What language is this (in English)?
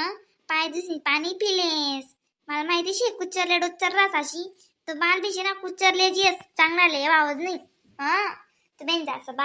Khandesi